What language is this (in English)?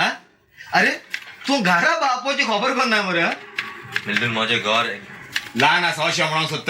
Konkani